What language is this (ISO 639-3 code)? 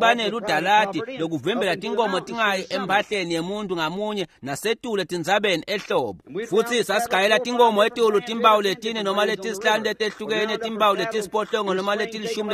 ssw